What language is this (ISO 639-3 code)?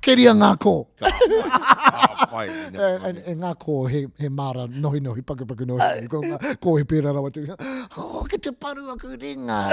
mri